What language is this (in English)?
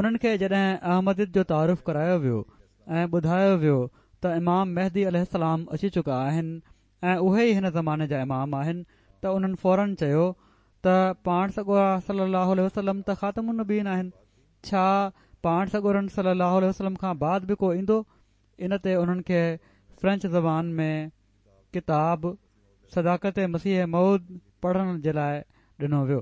Sindhi